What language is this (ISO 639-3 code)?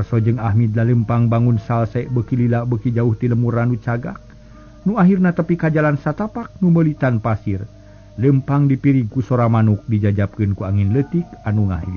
sun